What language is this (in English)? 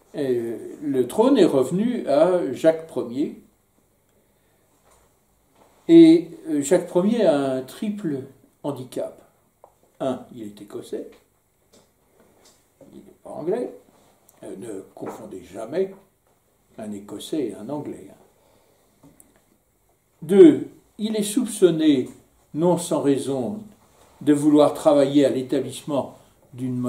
French